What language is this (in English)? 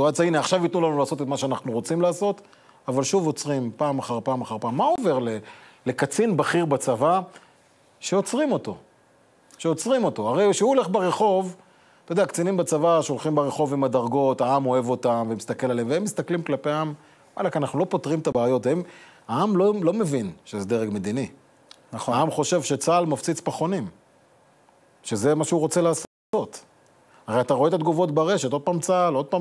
Hebrew